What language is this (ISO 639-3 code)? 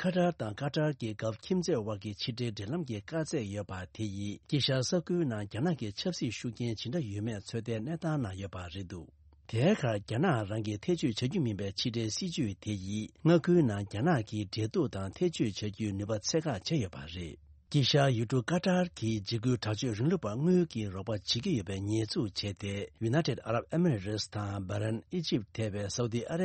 bod